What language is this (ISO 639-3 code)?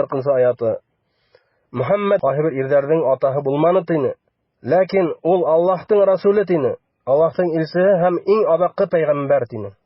bak